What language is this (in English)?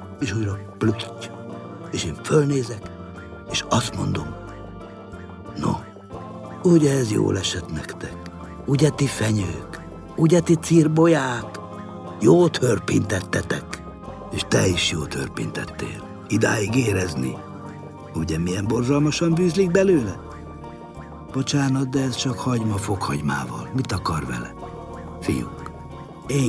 Hungarian